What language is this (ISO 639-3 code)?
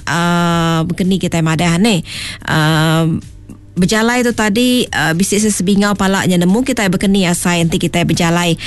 iba